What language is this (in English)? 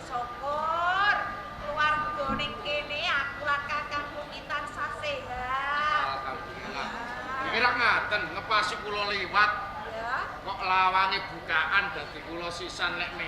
Javanese